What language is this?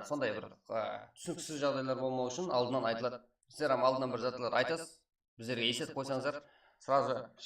Kara-Kalpak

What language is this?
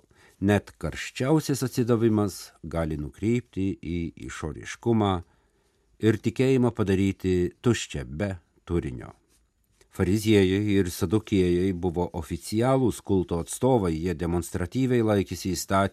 Lithuanian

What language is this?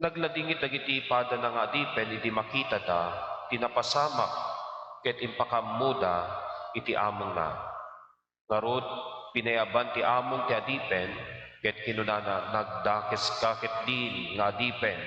Iloko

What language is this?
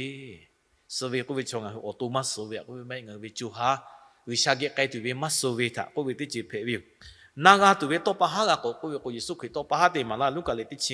Lahu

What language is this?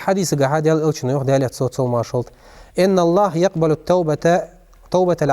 Ingush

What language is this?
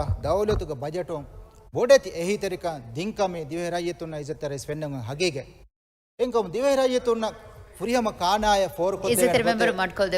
Divehi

